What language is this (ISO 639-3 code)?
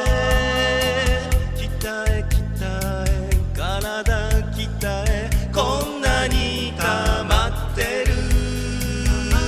jpn